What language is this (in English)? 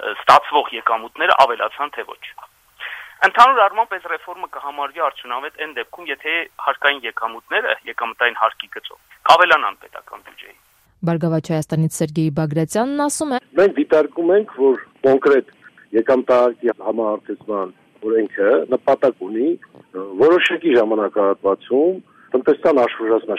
Armenian